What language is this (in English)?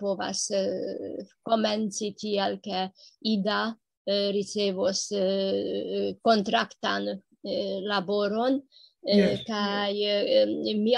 Esperanto